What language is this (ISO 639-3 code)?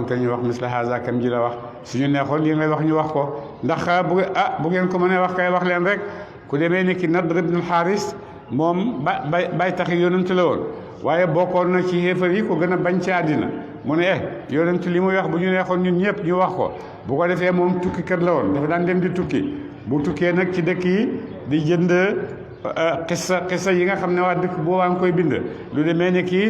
wol